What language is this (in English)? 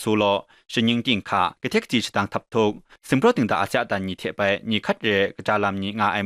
Kachin